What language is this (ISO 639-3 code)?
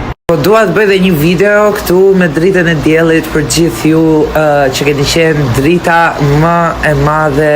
sqi